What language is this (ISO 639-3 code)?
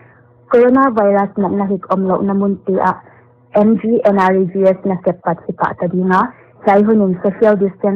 pck